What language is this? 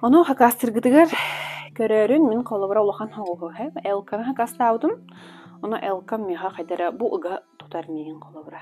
Yakut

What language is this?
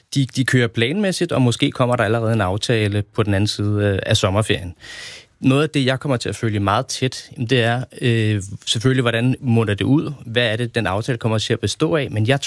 Danish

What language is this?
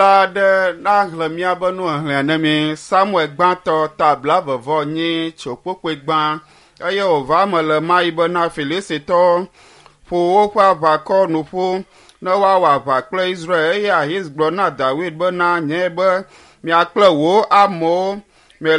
Ewe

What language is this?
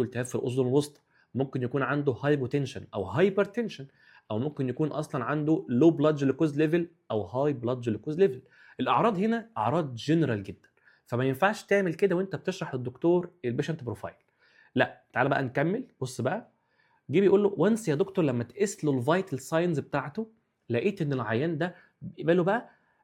Egyptian Arabic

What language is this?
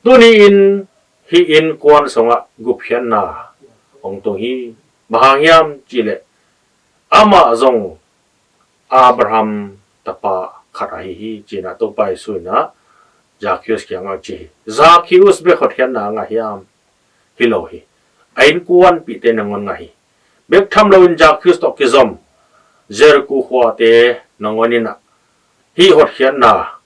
Tedim Chin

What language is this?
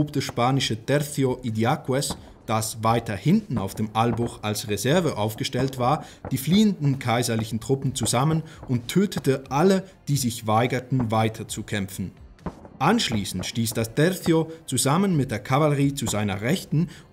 German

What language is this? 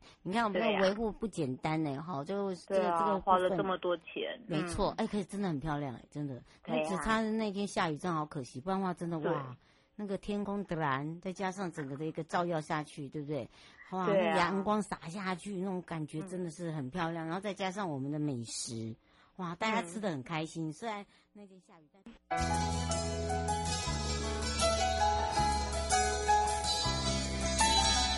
Chinese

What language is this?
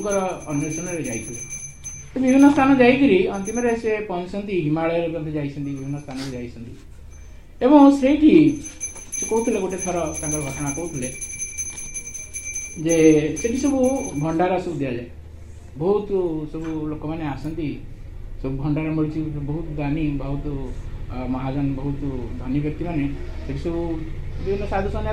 Odia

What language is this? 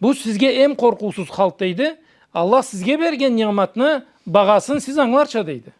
Karachay-Balkar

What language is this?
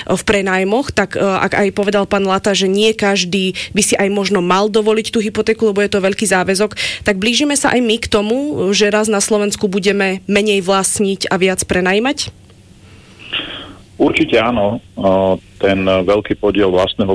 Slovak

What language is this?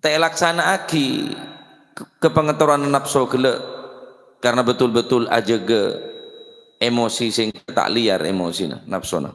Madurese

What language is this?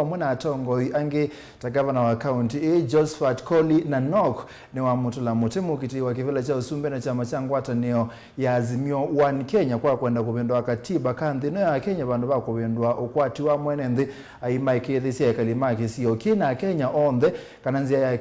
Kamba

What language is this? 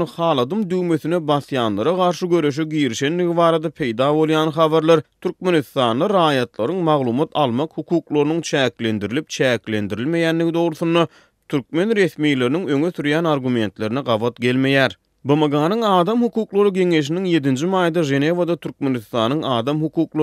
Turkmen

